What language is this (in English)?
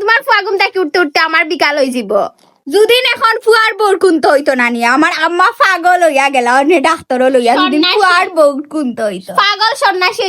Sylheti